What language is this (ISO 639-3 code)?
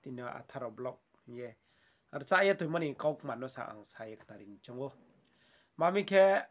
ria